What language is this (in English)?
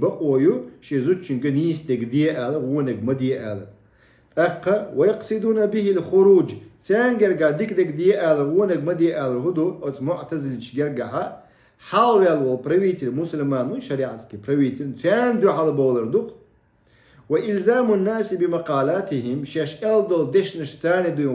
Chechen